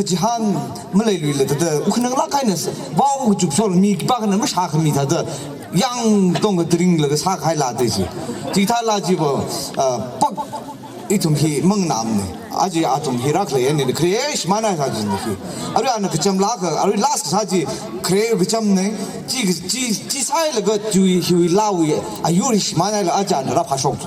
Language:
Tangkhul Naga (India)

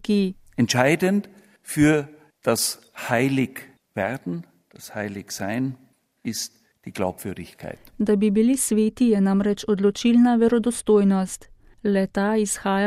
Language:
Slovenian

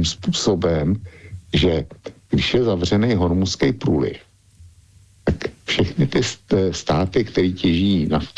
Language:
Czech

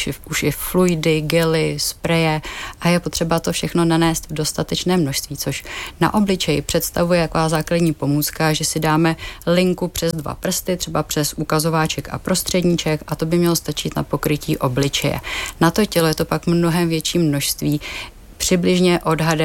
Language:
Czech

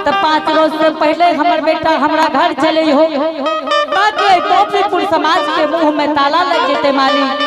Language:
Angika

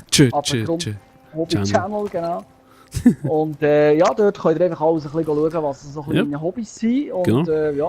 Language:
Swiss German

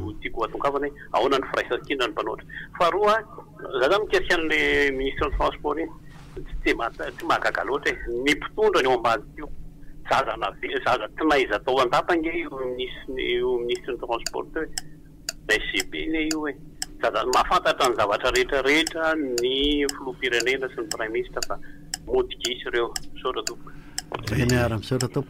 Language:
Malagasy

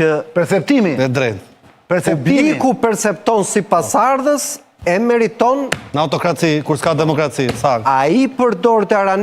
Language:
Albanian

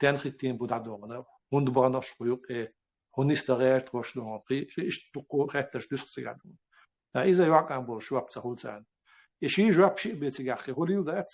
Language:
Chechen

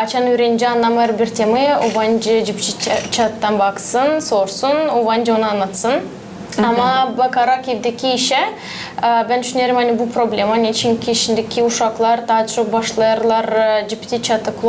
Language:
Gagauz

